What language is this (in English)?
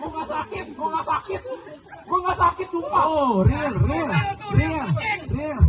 Betawi